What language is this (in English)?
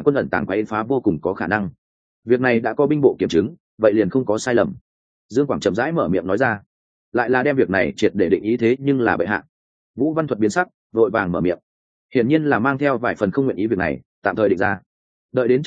Vietnamese